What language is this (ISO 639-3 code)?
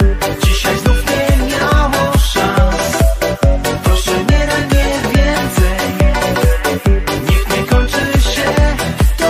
pol